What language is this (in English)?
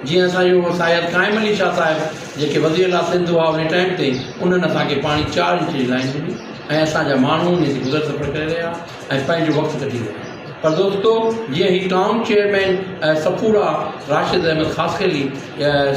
Sindhi